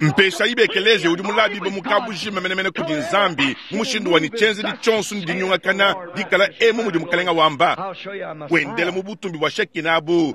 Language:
Luba-Lulua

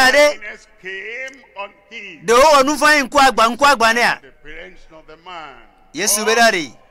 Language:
Ewe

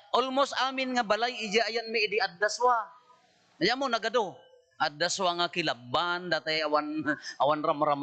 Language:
Iloko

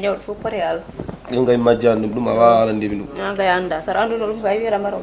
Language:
Fula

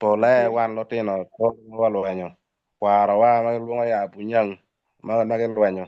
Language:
Acoli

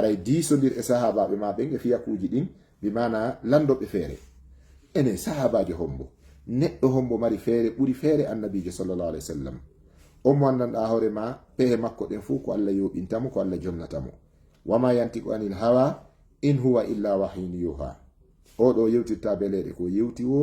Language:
Fula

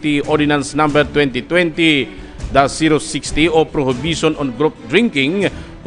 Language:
Bikol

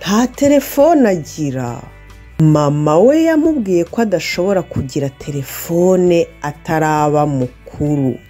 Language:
Kinyarwanda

